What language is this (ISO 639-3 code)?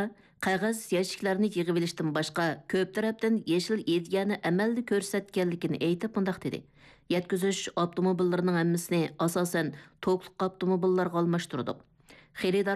uig